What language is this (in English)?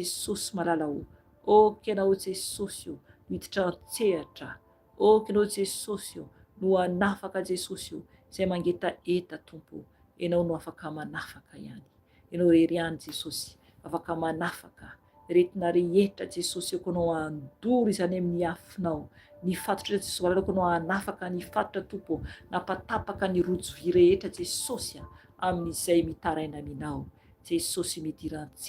Malagasy